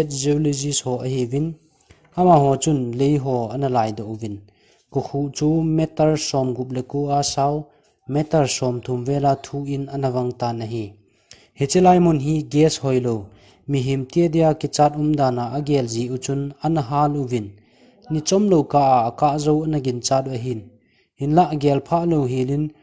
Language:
Thado Chin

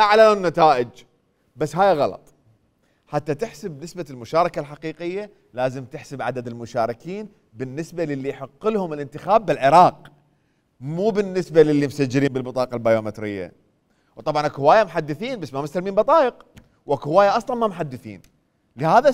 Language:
Mesopotamian Arabic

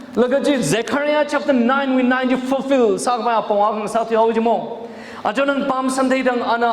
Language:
Tangkhul Naga (India)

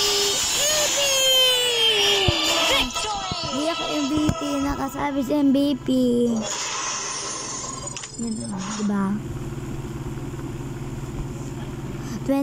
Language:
Filipino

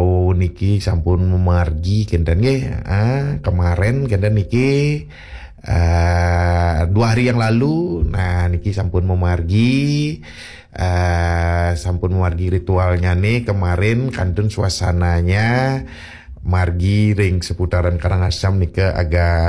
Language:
Balinese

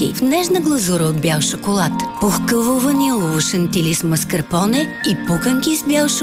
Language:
Bulgarian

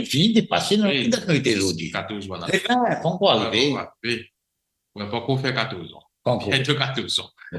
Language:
Morisyen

